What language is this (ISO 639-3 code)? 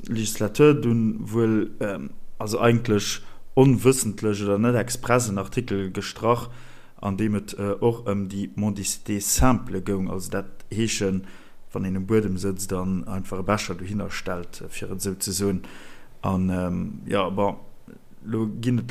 ltz